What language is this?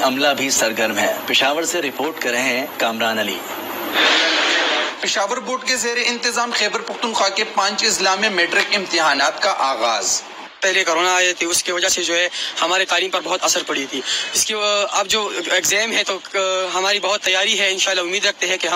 Urdu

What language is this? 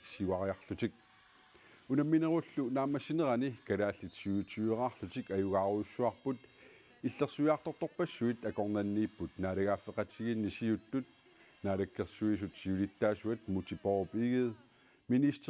Kalaallisut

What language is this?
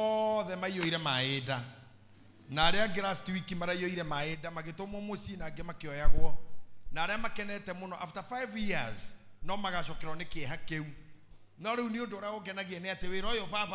Kikuyu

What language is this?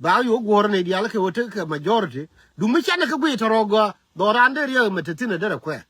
Nuer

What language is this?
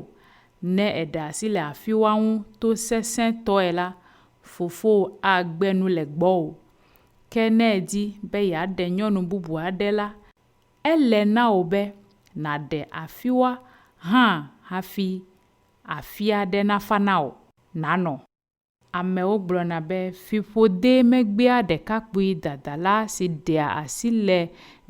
Ewe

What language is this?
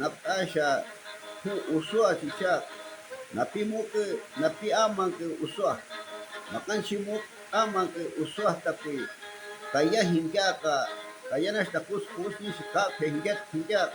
Shuar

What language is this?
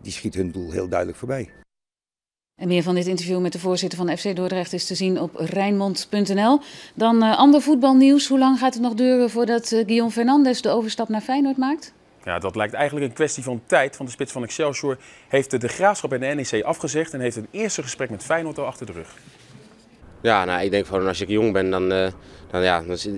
Dutch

